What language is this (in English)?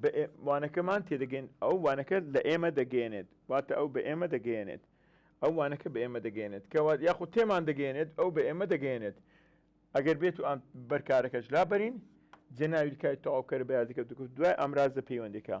Central Kurdish